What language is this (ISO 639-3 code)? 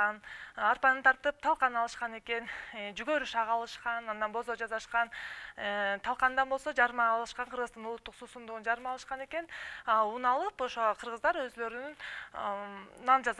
kir